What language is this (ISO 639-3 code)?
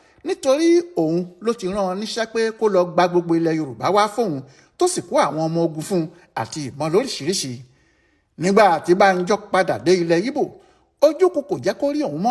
yor